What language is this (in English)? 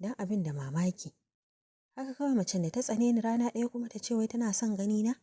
Hausa